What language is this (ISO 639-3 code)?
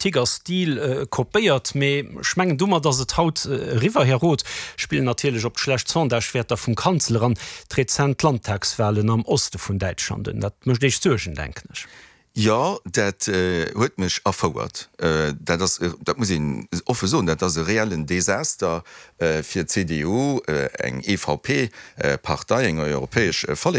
ltz